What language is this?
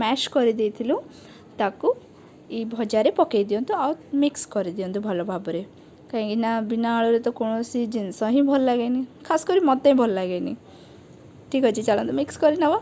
Odia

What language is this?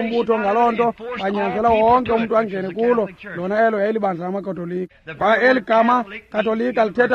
Xhosa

